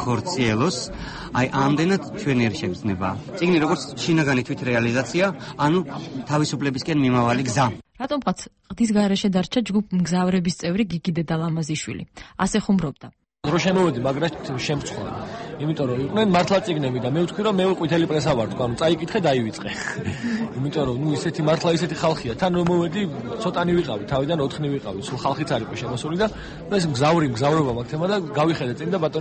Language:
Georgian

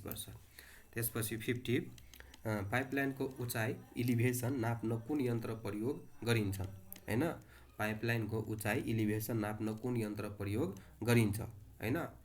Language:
Nepali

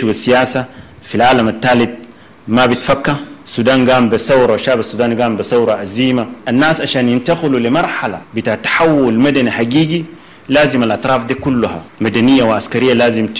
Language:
Sudanese Arabic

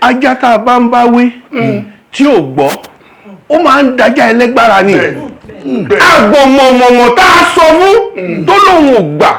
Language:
Yoruba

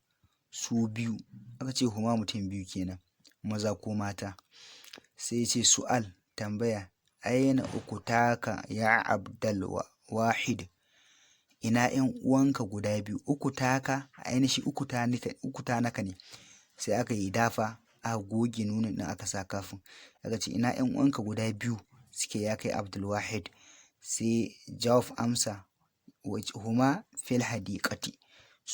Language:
Hausa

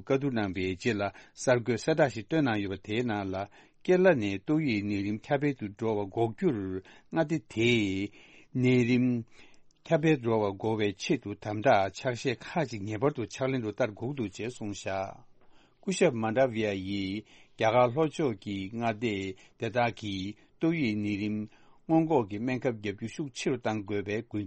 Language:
Tibetan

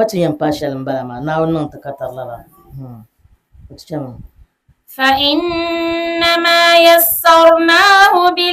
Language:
Dagbani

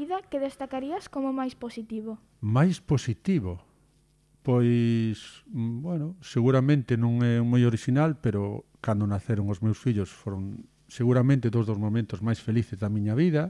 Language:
Galician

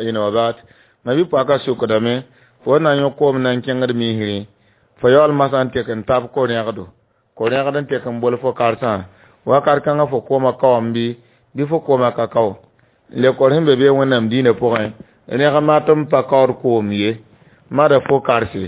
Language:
Mossi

